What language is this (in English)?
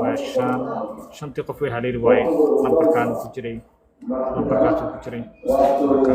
Somali